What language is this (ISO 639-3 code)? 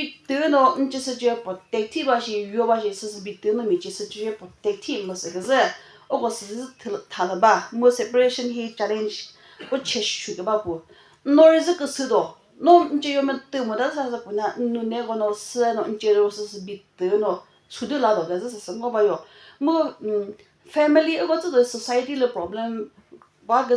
nri